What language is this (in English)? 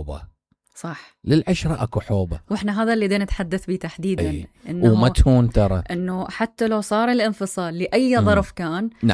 Mesopotamian Arabic